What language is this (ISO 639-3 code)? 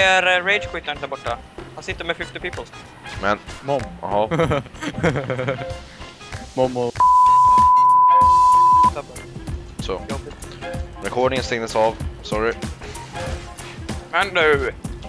swe